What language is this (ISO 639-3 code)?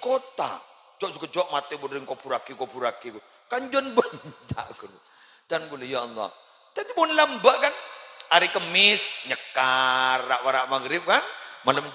mad